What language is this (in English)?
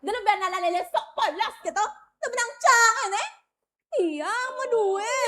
Balinese